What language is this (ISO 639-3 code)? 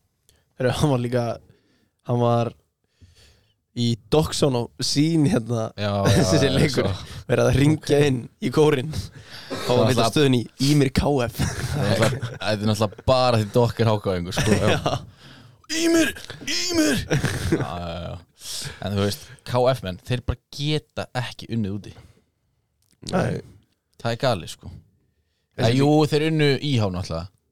isl